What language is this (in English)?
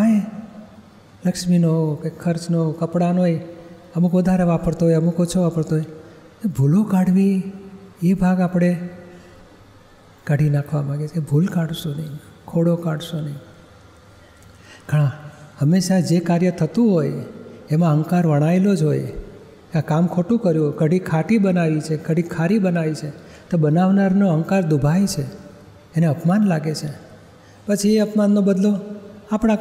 Gujarati